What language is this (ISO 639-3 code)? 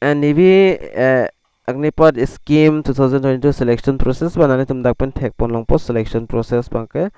mjw